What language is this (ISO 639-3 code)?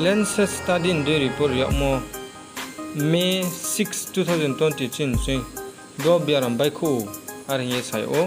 ria